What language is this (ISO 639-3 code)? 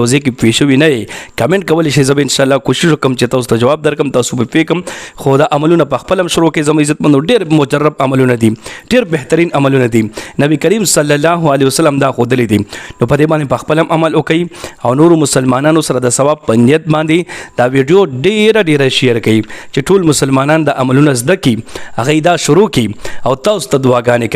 pus